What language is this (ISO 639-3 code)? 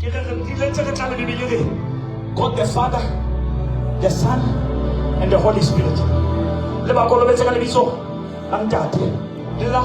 sot